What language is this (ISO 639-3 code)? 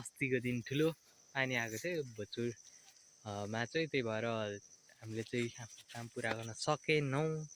nep